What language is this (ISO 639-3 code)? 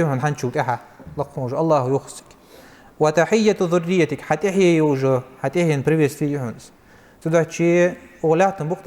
inh